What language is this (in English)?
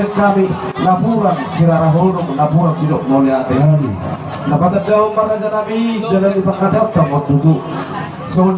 Batak Toba